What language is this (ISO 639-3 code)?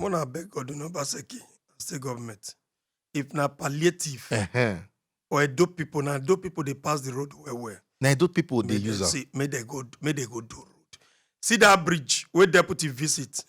pcm